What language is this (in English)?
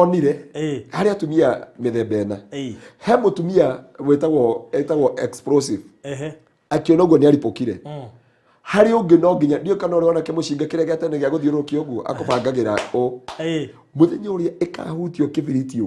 Kikuyu